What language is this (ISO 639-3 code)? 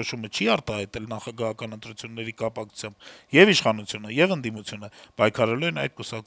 hye